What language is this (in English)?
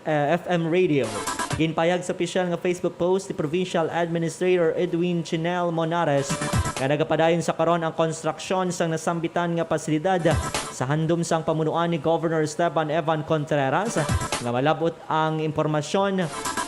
Hiligaynon